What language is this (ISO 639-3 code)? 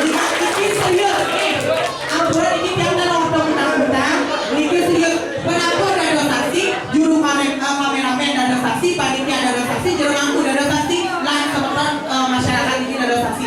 ban